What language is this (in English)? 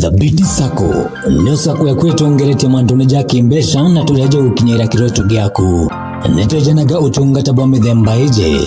Meru